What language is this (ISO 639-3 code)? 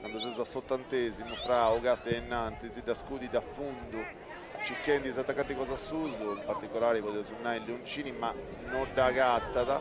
srd